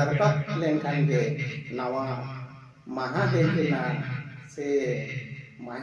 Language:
Santali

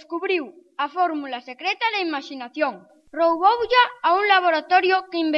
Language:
Galician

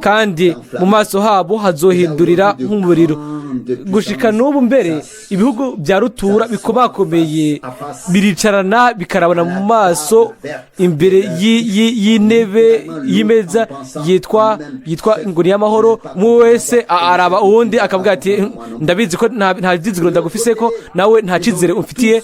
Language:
Rundi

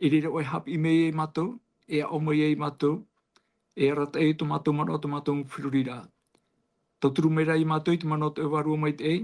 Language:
Tahitian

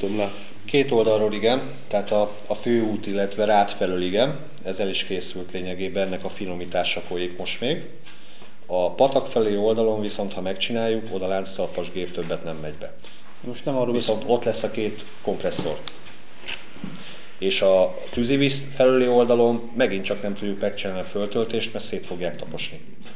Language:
Hungarian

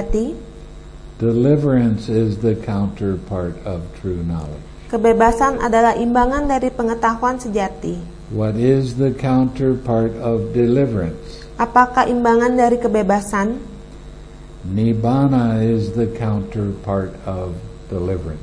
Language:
Indonesian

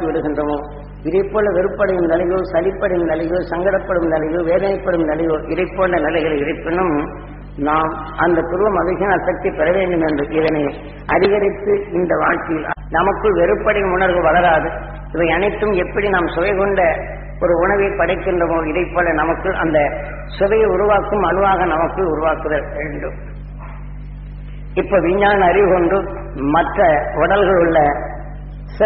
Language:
Tamil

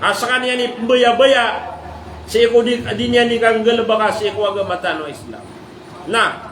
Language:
Maranao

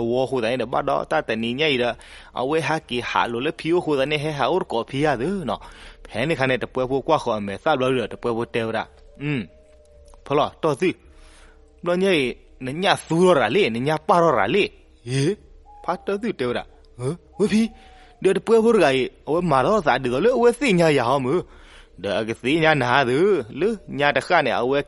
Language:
S'gaw Karen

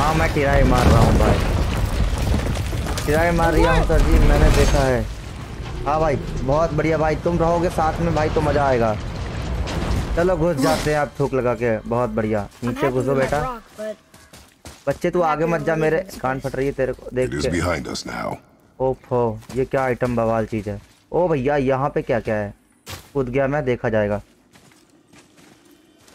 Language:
Hindi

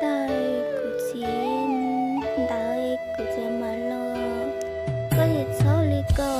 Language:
Hmong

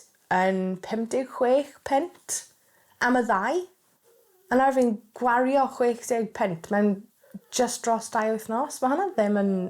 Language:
Welsh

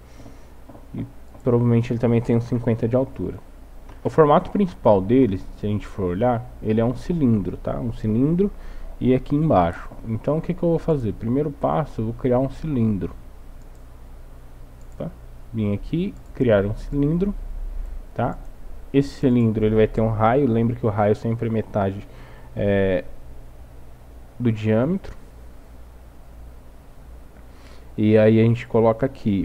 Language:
Portuguese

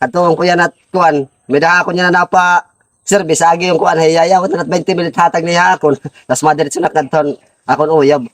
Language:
Waray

